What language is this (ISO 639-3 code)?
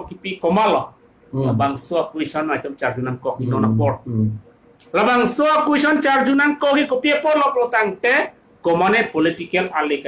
mjw